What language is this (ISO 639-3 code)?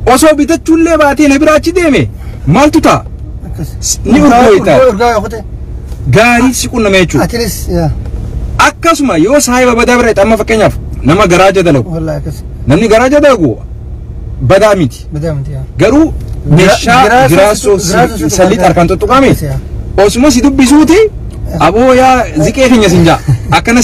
orm